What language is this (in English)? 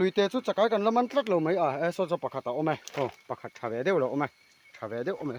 Mizo